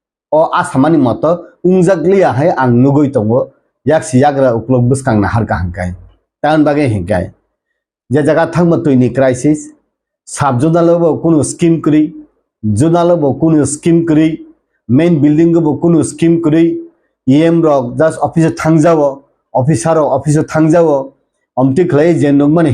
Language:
Kok Borok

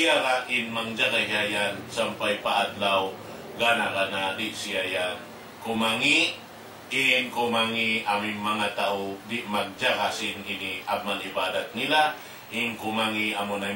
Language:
Tausug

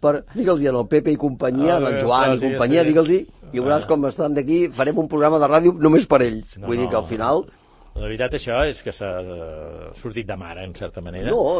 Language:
Catalan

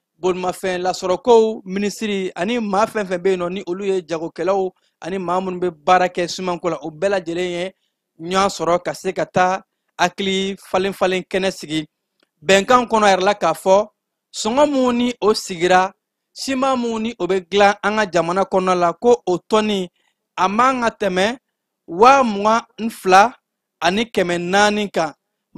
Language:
Bambara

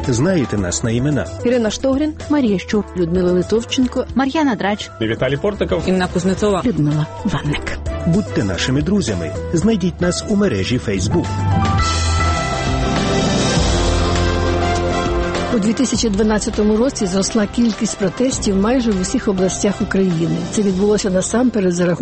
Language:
Ukrainian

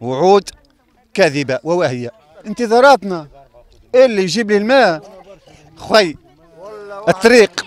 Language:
Tunisian Arabic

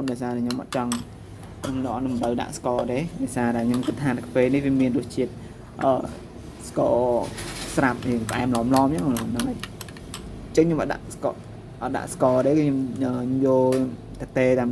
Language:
Khmer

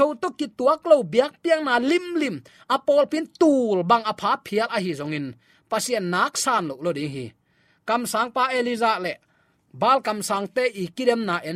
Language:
Tedim Chin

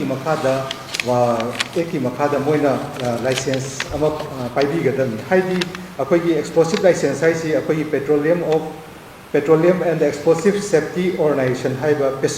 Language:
Manipuri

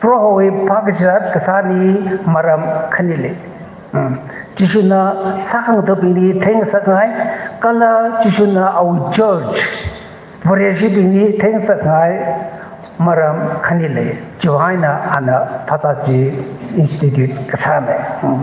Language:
Tangkhul Naga (India)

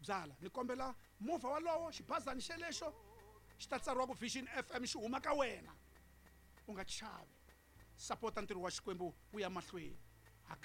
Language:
Tsonga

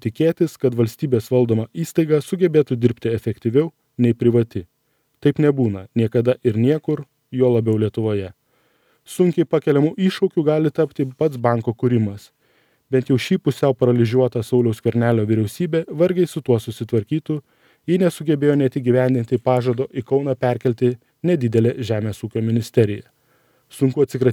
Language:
Lithuanian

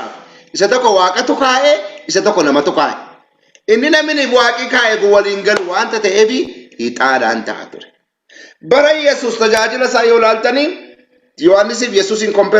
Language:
Oromo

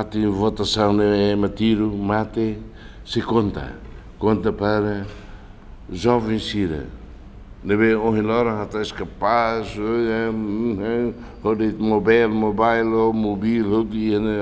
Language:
Tetum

